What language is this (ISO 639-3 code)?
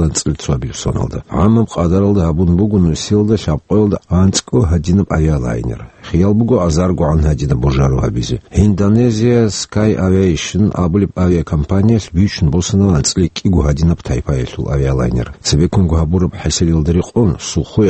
ava